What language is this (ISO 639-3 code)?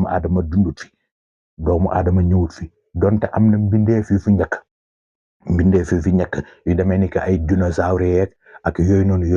wol